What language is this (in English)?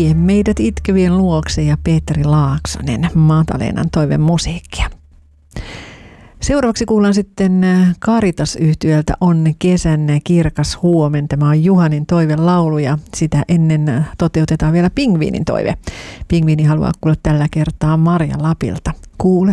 Finnish